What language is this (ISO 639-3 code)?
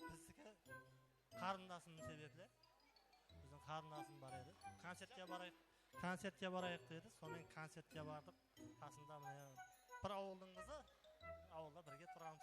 kaa